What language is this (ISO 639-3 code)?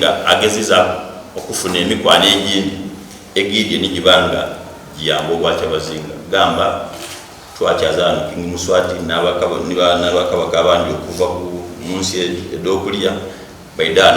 xog